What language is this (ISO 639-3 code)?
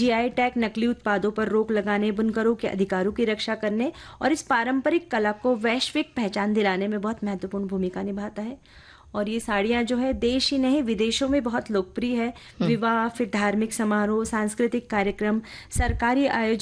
hin